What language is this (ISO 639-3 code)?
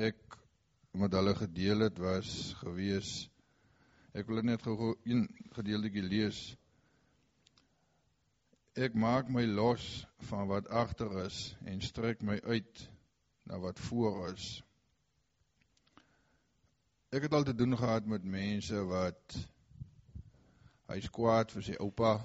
afr